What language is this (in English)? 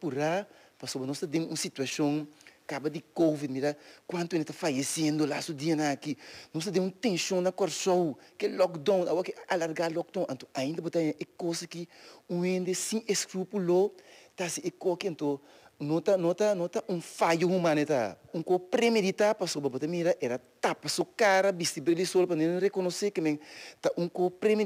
Papiamento